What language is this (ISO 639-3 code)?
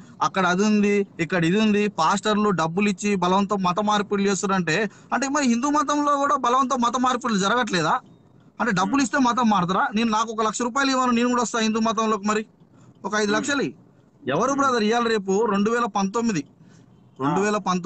tel